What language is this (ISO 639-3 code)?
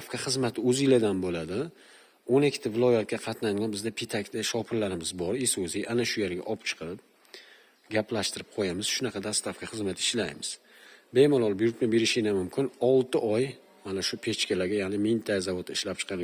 uzb